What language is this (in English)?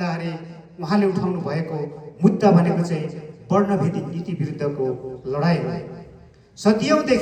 Nepali